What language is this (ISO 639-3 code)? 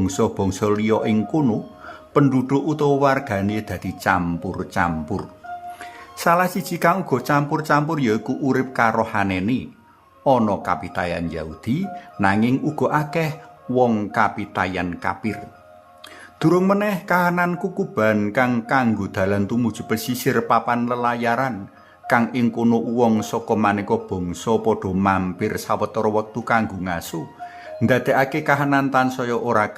jav